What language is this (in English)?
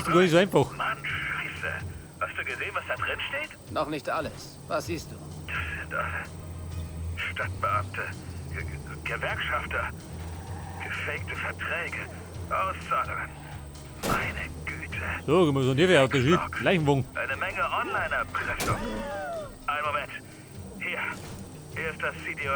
Bavarian